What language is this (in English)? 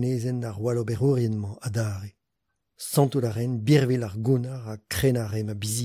Breton